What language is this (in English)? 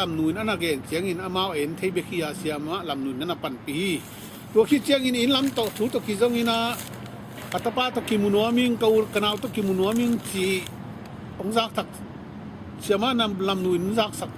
Tedim Chin